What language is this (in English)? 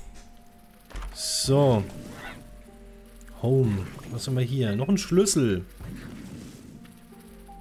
German